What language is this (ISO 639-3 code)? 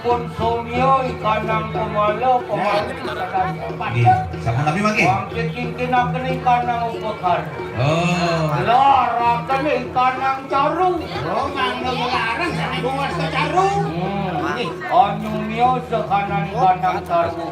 ban